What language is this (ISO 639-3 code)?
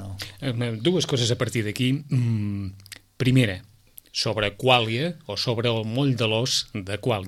cat